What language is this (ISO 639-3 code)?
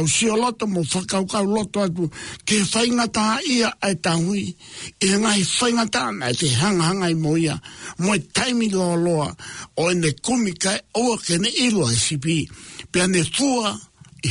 ton